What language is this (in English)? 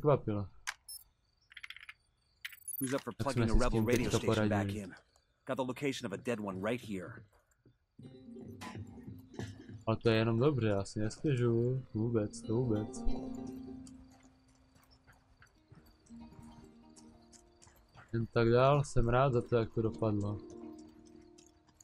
Czech